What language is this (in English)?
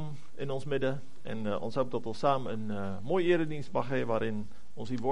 Afrikaans